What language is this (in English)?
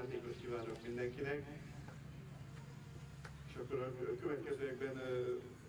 Hungarian